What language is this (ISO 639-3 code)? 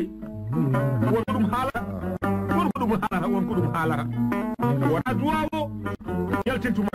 ful